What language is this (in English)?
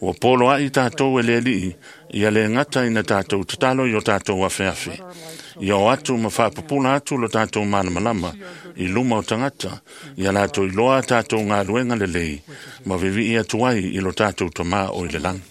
Samoan